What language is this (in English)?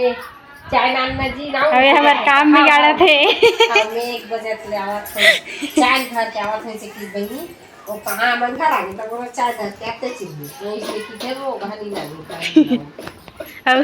Chhattisgarhi